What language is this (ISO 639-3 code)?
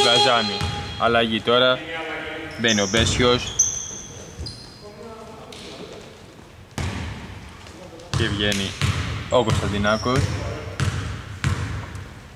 ell